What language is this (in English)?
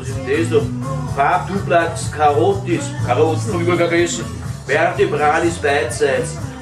Bavarian